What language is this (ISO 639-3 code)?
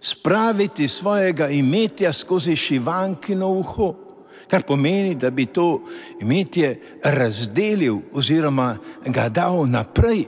slv